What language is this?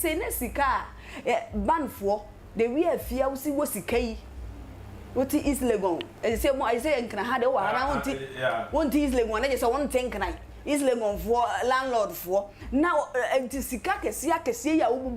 Akan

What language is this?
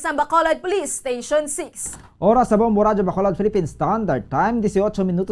Hiligaynon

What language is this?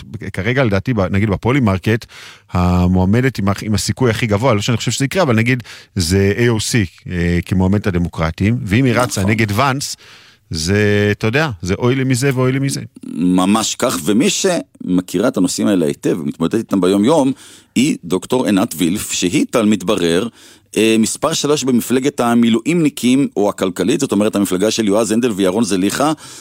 Hebrew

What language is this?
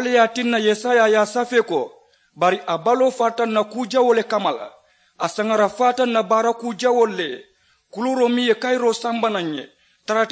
Mandingo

